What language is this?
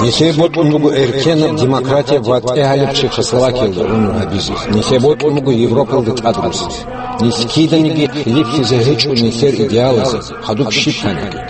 Avaric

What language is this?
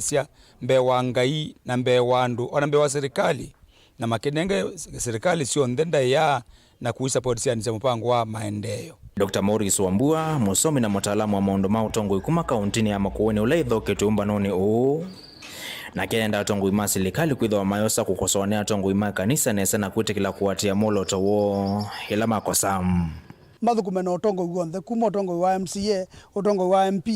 Kamba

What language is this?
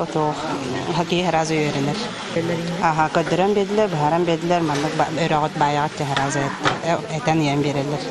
Yakut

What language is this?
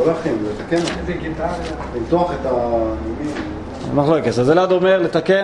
Hebrew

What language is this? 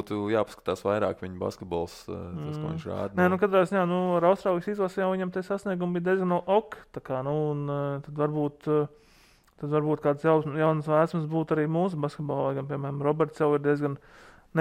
Latvian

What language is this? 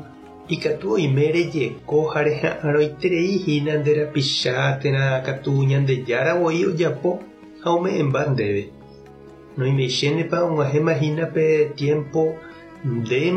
Guarani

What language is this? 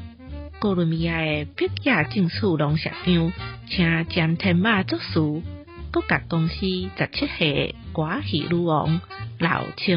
Min Nan Chinese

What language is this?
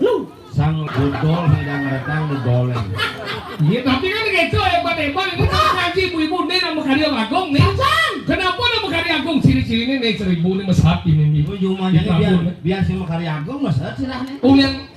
Balinese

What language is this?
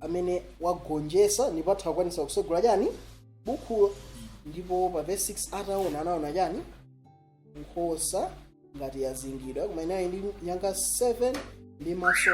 Nyanja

